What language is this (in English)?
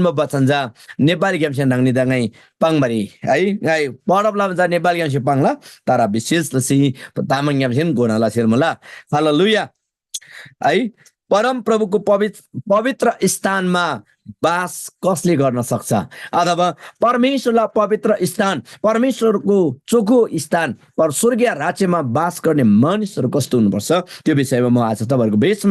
Eastern Tamang